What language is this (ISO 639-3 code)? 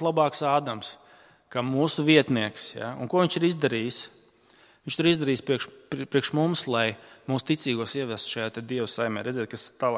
lav